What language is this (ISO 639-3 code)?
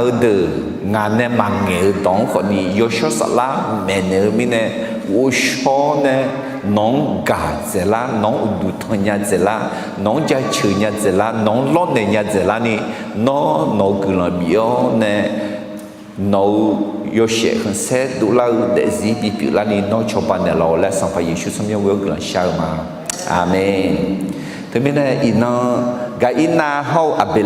ahk